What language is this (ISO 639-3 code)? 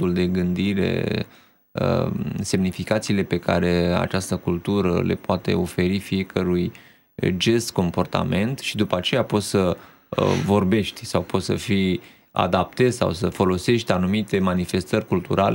ron